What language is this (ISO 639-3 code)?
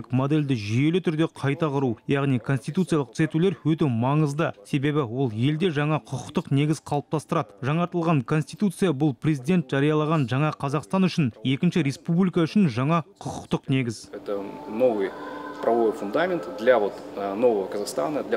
kaz